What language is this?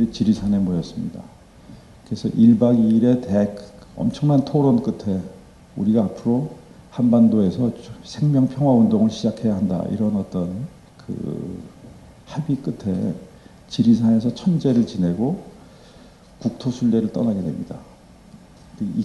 Korean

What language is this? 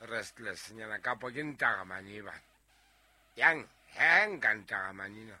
Southern Sotho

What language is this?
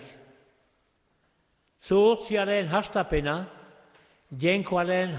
Basque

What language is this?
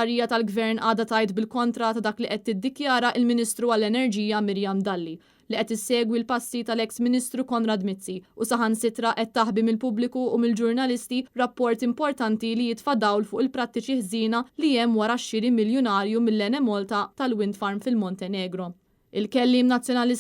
Maltese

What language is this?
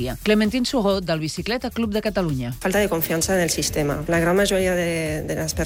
Catalan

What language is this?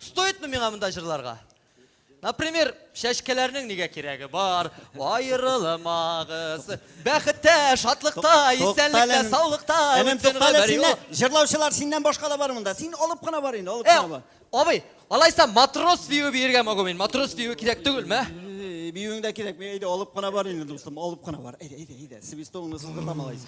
Tatar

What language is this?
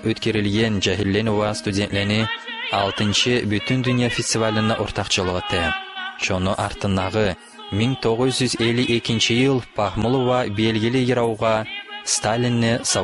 Kumyk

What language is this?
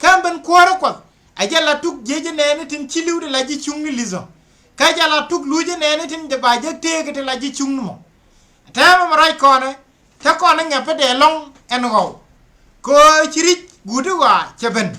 Nuer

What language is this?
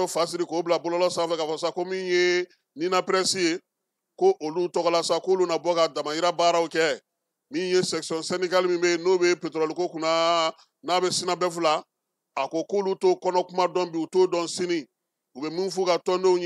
Bambara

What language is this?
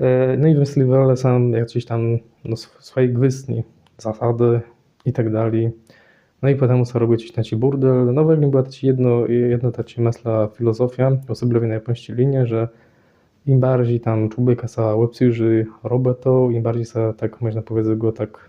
Kashubian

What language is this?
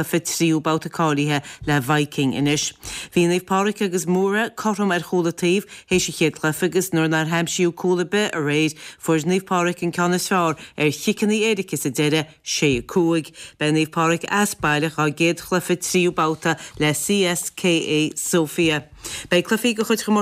Irish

